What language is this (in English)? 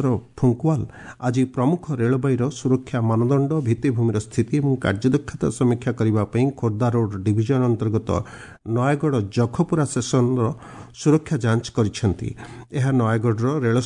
Odia